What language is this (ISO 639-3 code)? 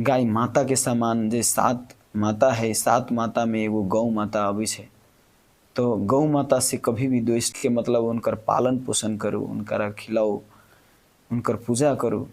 mai